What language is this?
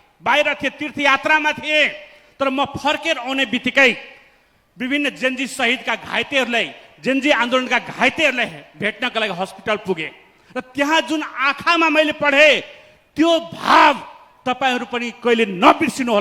Nepali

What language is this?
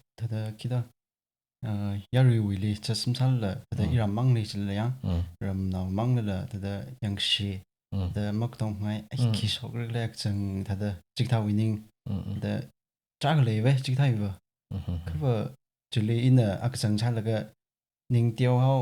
Tangkhul Naga (India)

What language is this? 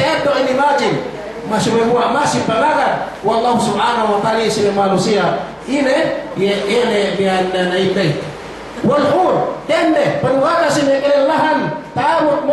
Yakan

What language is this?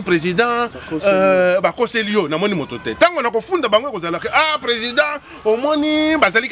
Lingala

